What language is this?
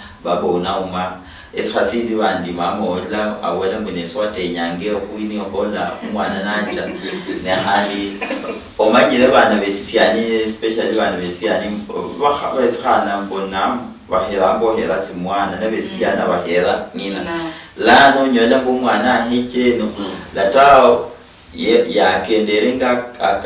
Luyia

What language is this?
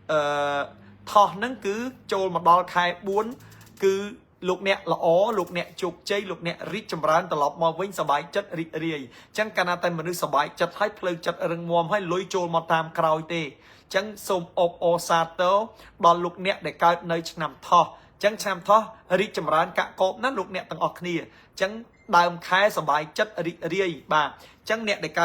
Khmer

